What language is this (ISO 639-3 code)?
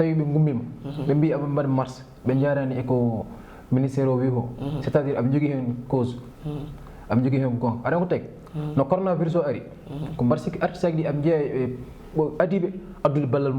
ful